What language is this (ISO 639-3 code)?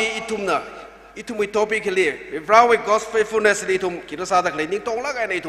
nmf